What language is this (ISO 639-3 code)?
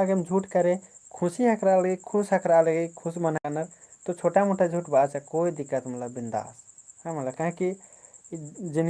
kru